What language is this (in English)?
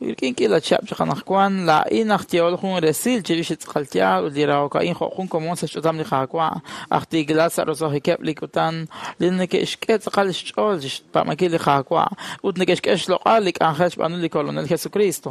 Kekchí